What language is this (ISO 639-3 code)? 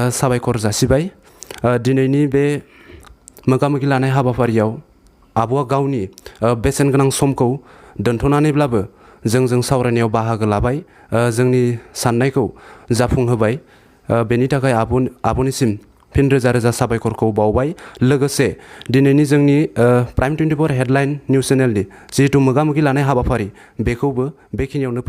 brx